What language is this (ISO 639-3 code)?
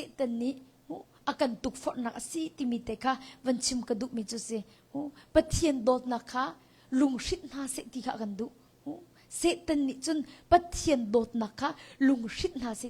cnh